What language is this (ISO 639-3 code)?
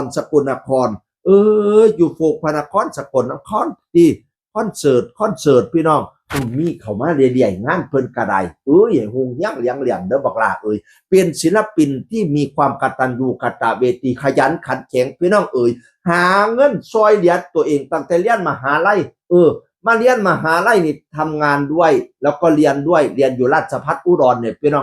tts